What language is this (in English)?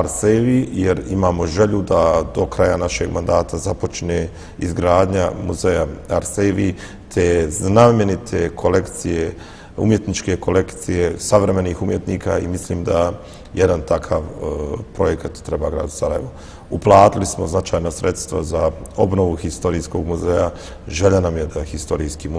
Bosnian